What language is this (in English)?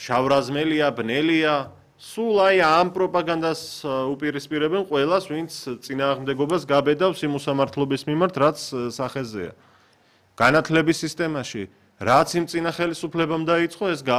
Georgian